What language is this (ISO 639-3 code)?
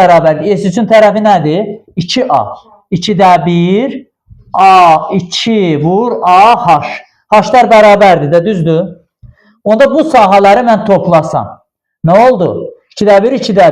aze